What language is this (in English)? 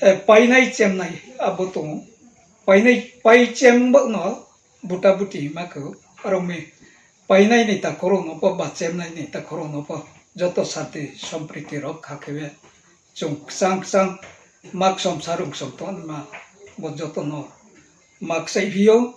Riang (India)